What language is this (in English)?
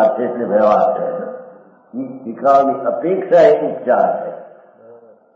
Gujarati